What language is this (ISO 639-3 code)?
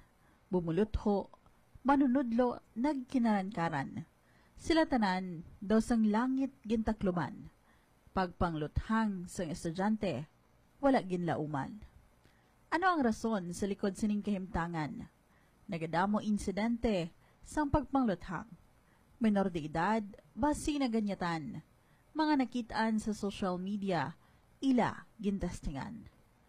hil